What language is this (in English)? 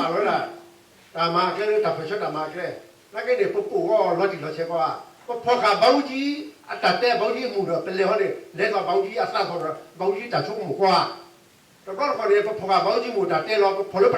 S'gaw Karen